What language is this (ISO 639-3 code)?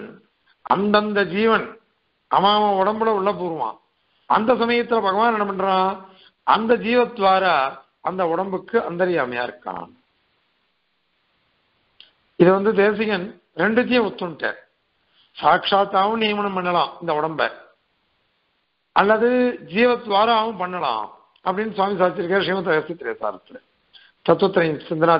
tam